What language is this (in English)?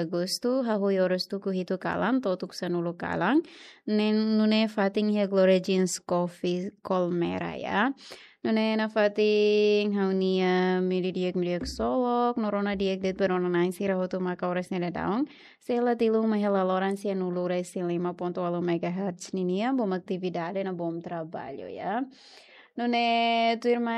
Tetum